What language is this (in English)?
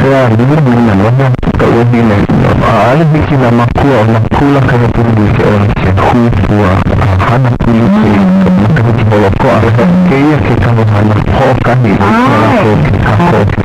Hawaiian